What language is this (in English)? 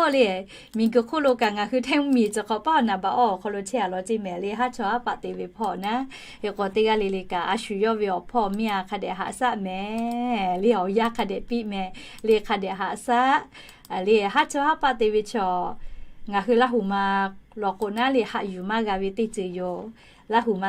Lahu